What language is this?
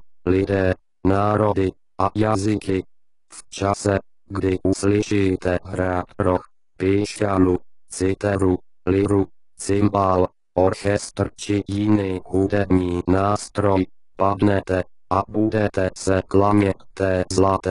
Czech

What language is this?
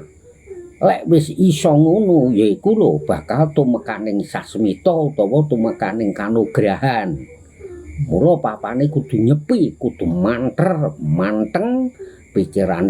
Javanese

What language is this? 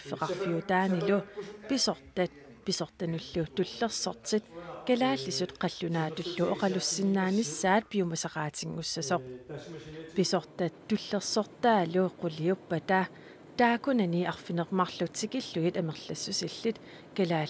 Kalaallisut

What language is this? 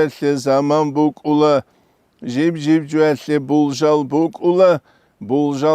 Avaric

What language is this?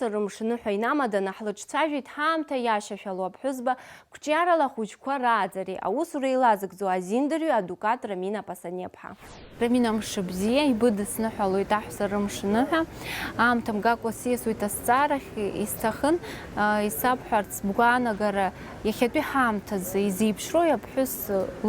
Abkhazian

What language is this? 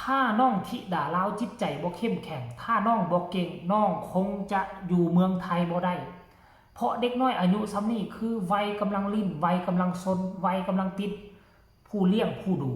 Northeastern Thai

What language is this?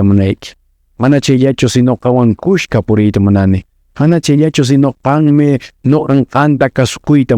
Quechua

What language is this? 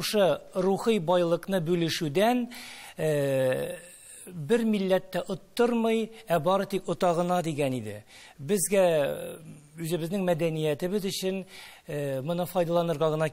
Tatar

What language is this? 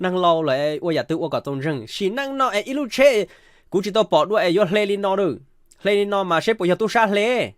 Hmong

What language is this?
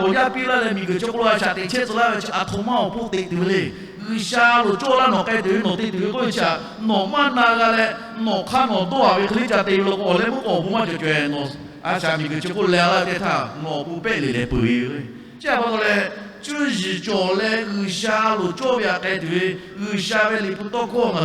Lahu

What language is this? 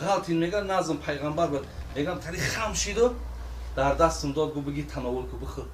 Tajik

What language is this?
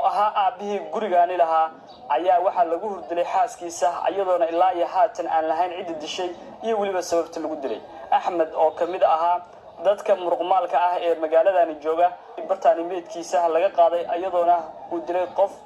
Somali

